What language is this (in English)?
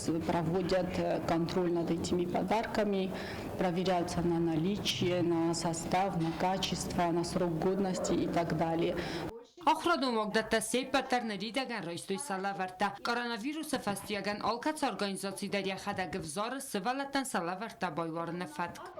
Ossetic